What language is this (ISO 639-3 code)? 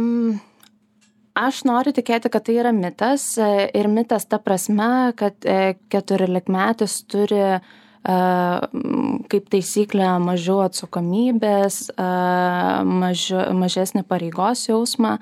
lit